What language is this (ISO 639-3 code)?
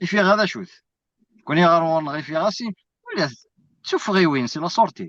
kab